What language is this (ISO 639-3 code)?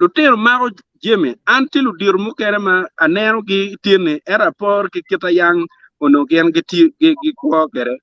ach